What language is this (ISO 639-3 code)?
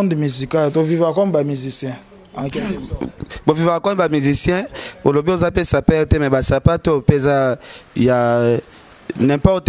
lin